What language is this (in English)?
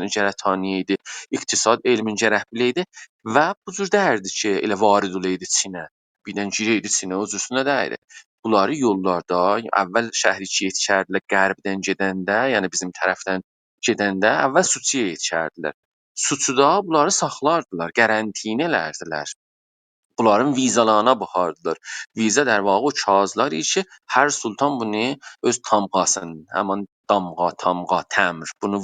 South Azerbaijani